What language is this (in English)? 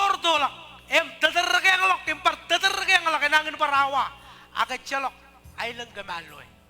Marshallese